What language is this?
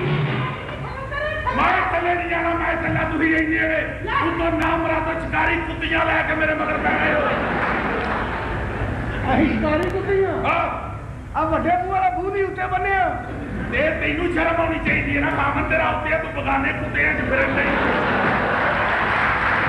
Punjabi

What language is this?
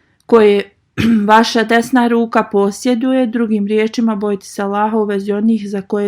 Bosnian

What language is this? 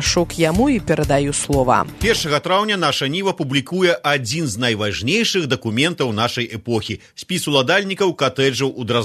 Belarusian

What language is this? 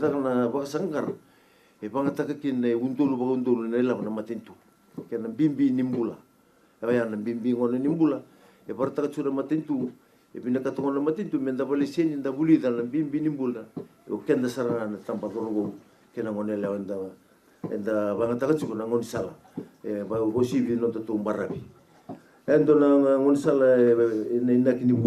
Fijian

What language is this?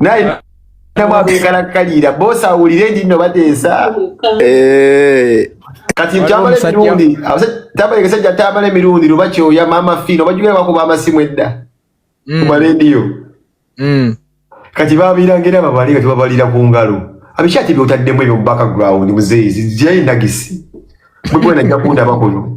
Ganda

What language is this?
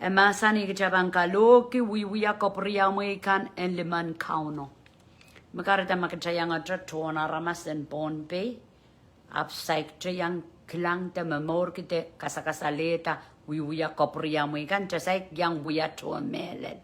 Pohnpeian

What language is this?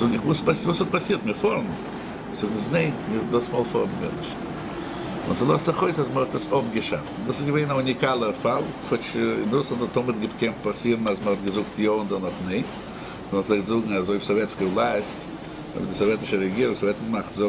Yiddish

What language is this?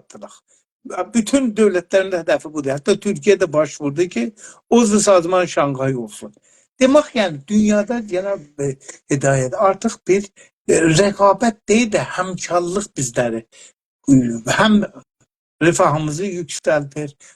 South Azerbaijani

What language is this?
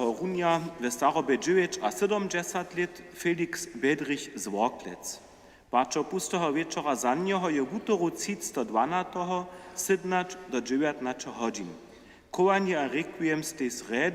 Upper Sorbian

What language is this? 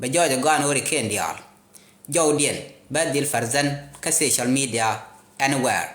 Nuer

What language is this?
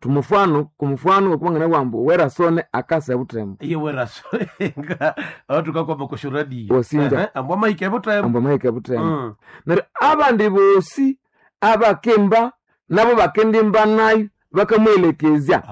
Nande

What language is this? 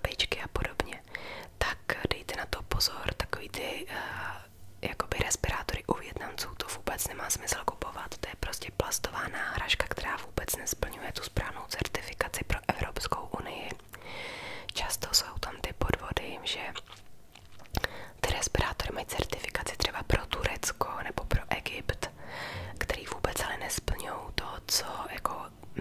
Czech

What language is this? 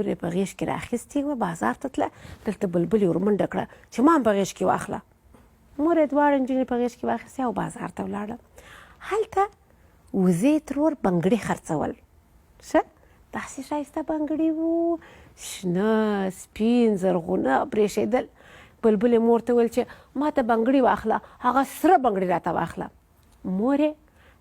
Pashto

